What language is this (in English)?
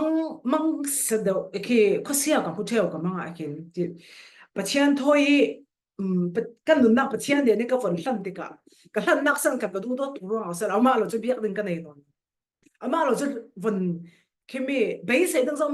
Falam Chin